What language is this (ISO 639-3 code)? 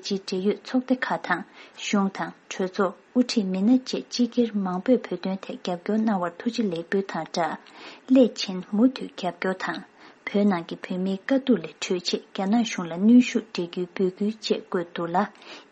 bod